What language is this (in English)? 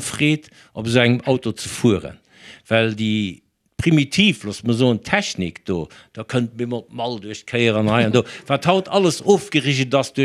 Luxembourgish